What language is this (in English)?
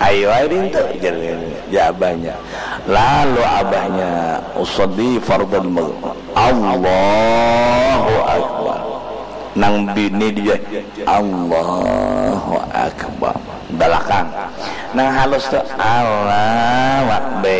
Banjar